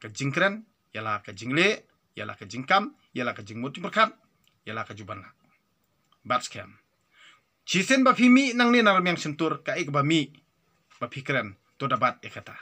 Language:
Khasi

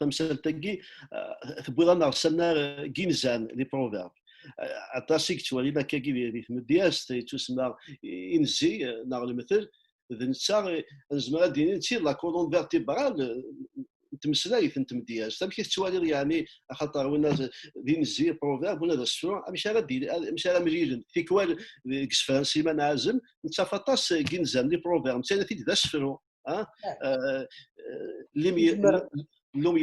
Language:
Kabyle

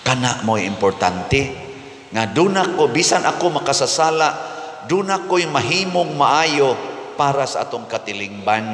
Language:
Cebuano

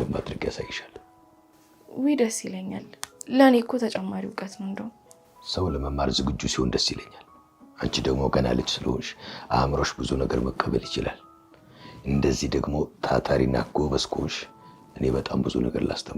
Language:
Amharic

